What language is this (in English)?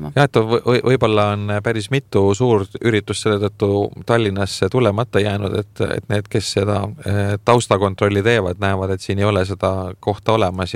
Estonian